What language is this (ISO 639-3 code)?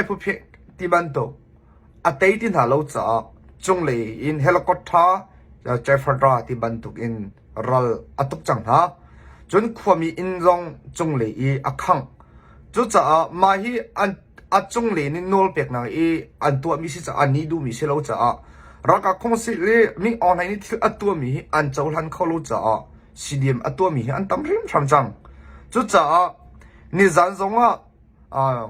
cnh